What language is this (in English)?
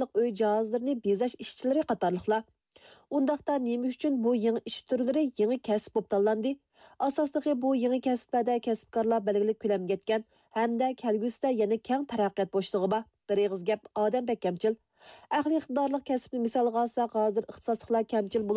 Uyghur